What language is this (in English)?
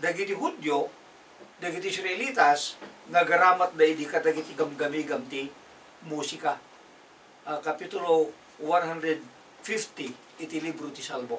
Iloko